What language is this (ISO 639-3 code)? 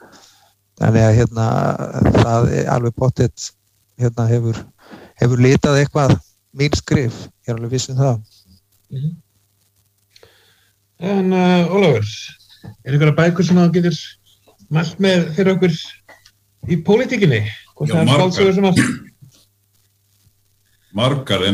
isl